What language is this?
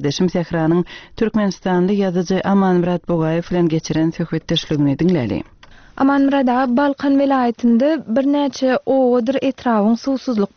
Turkmen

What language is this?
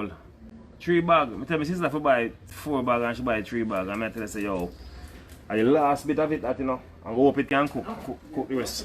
Jamaican Creole English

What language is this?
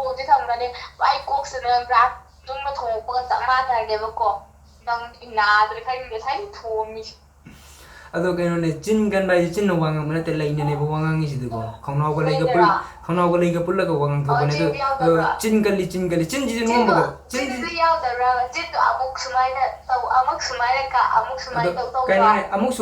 Manipuri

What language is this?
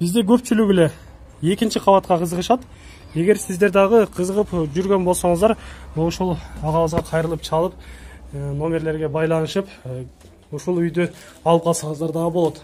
Kyrgyz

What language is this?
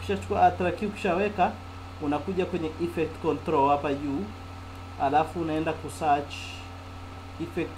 Swahili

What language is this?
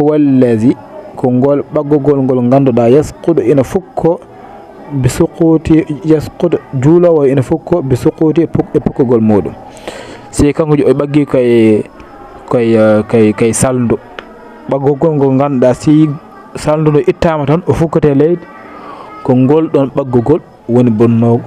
Fula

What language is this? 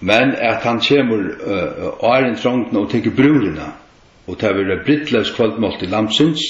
Faroese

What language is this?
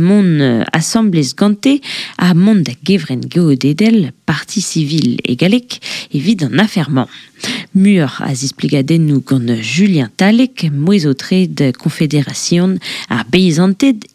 Breton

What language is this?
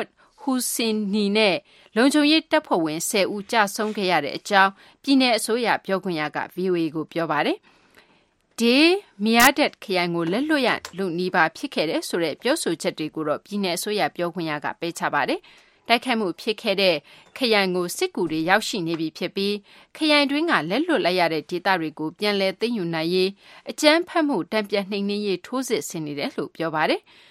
Burmese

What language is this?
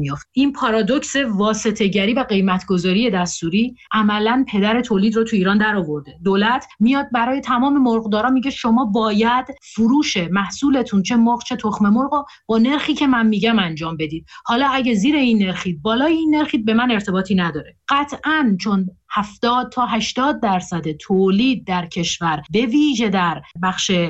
Persian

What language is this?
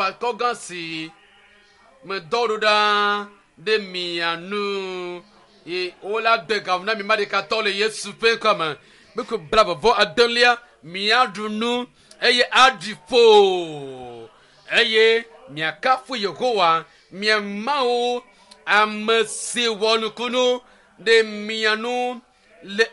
Ewe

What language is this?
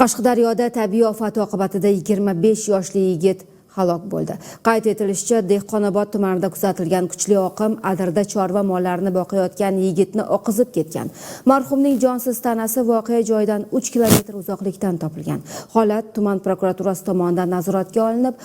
Uzbek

